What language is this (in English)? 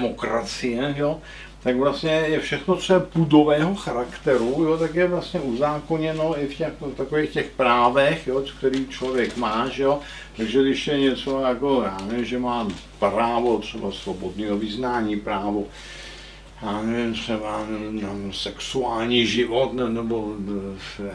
Czech